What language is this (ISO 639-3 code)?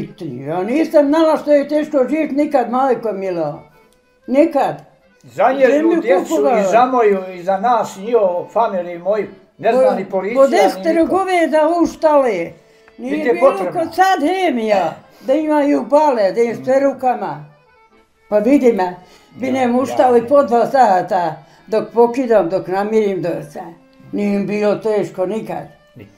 bos